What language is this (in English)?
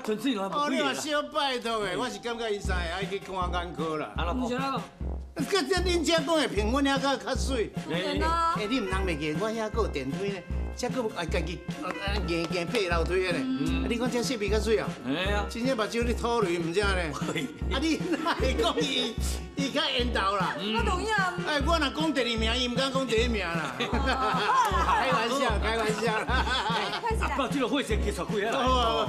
Min Nan Chinese